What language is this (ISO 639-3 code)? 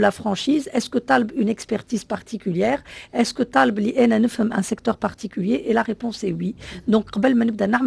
aeb